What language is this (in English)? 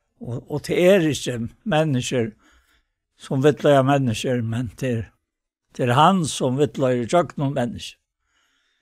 Faroese